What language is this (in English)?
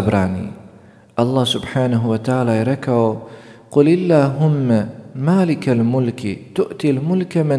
Bosnian